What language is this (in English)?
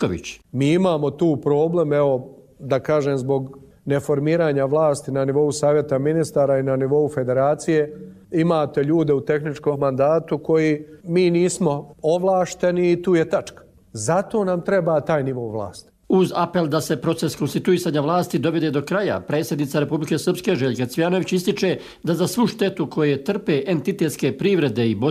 Croatian